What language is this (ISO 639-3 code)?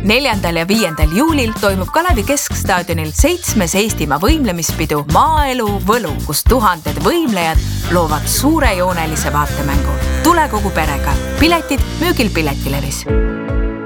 est